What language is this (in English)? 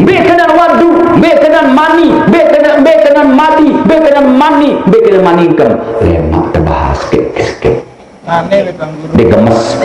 Sasak